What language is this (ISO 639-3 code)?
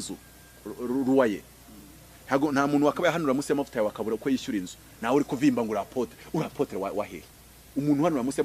kin